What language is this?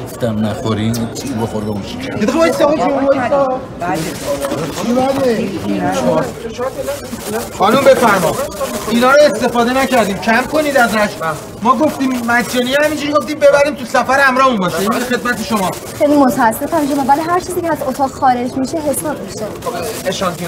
Persian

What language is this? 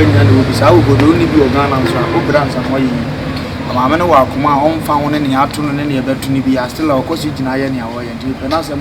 Akan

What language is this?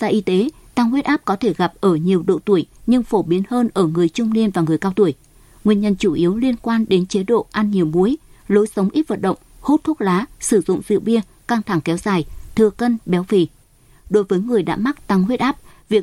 Vietnamese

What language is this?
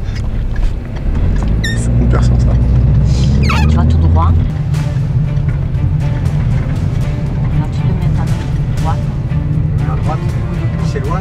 French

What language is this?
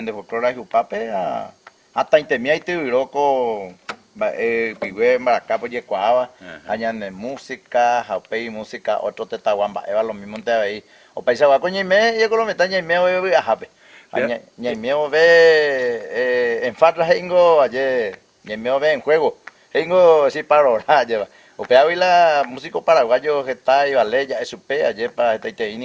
Guarani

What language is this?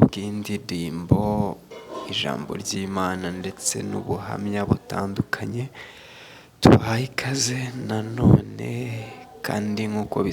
Kinyarwanda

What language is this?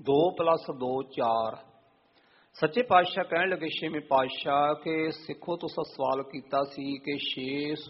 Punjabi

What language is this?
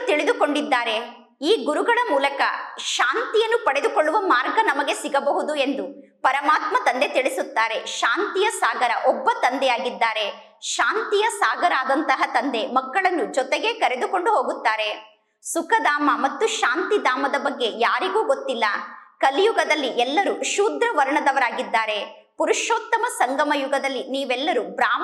Kannada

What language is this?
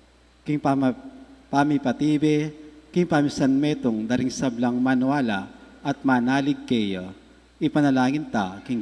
Pampanga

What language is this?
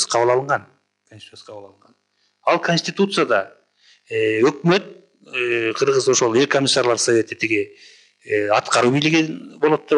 Kyrgyz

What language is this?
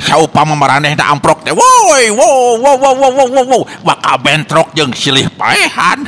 Sundanese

